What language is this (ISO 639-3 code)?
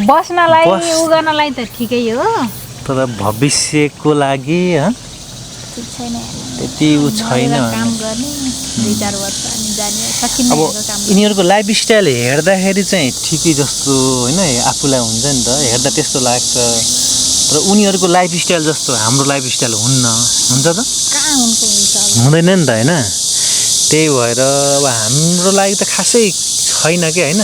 nep